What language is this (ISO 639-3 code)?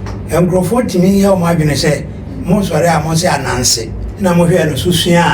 aka